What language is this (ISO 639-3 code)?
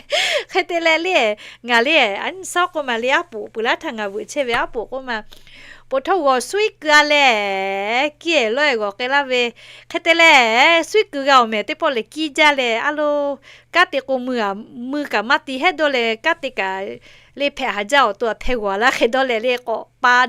lhu